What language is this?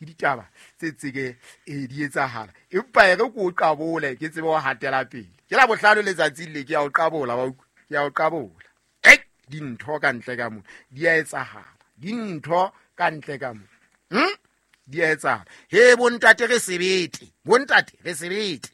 Southern Sotho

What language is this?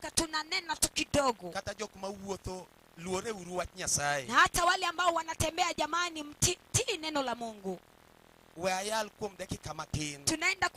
Luo (Kenya and Tanzania)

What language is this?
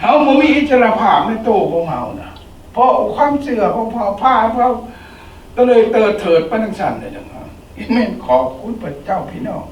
Lao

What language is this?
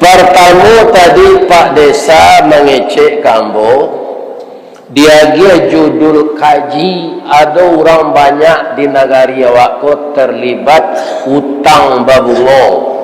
Minangkabau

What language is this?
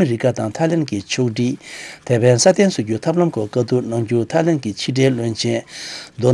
Tibetan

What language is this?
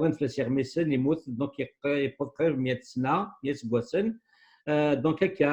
Kabyle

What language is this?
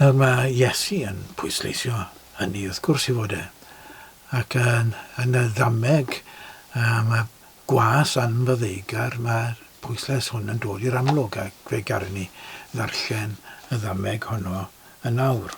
Welsh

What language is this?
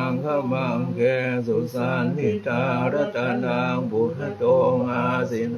Pali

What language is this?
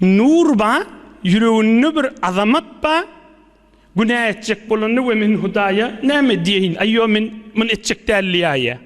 Turkmen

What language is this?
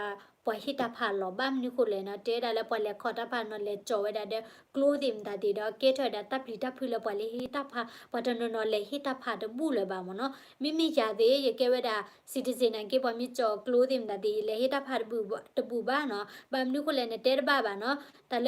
S'gaw Karen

